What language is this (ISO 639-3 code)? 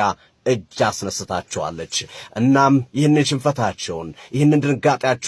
amh